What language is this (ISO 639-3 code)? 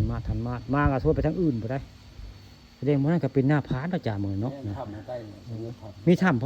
tts